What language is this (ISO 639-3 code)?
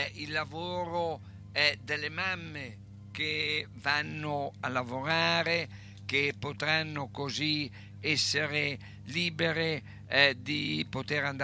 ita